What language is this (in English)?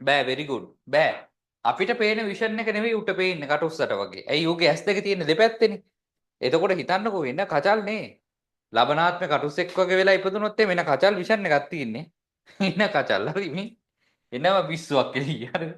Sinhala